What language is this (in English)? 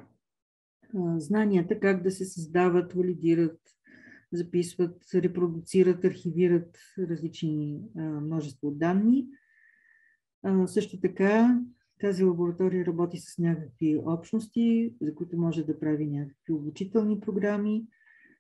Bulgarian